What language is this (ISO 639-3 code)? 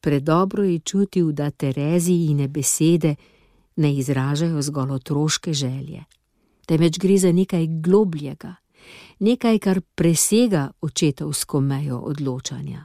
slv